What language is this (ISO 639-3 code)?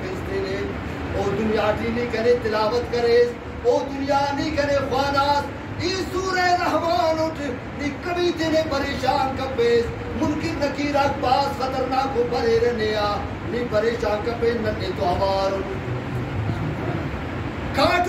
brh